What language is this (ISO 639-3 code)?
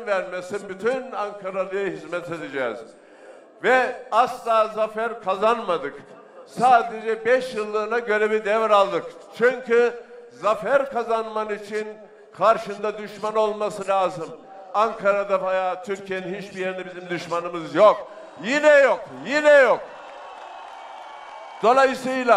tur